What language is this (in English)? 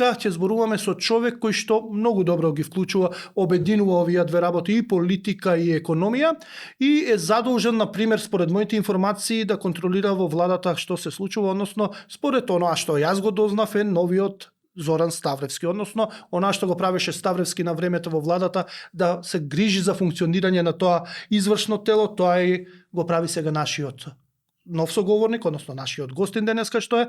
Macedonian